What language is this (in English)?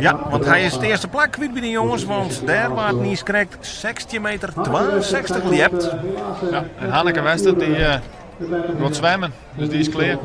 Western Frisian